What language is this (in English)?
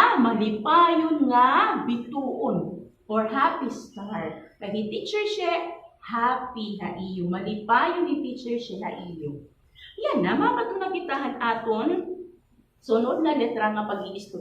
Waray